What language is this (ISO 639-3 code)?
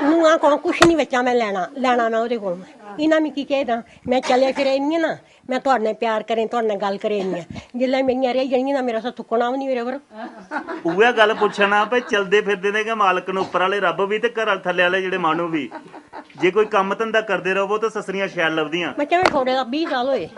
doi